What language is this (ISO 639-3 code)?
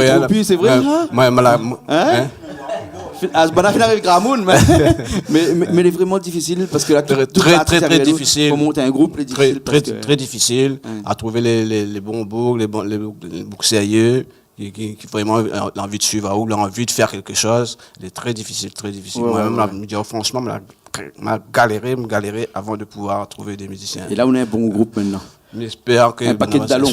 rcf